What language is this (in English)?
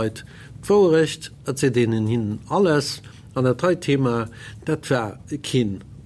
Luxembourgish